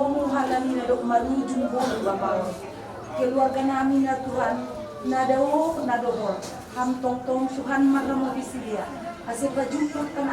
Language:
Batak Simalungun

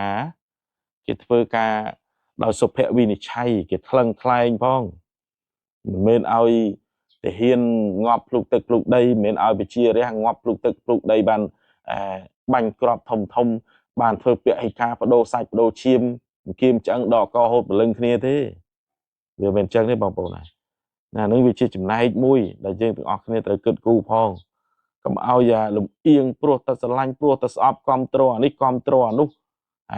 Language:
Khmer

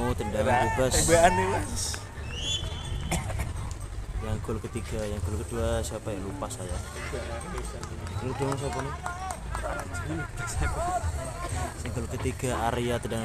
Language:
Indonesian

